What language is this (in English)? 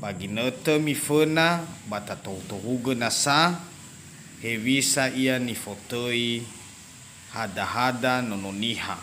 Nias